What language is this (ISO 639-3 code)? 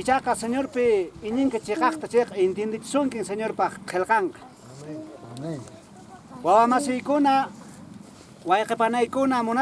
que